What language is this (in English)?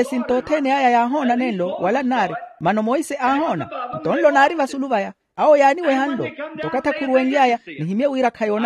Makhuwa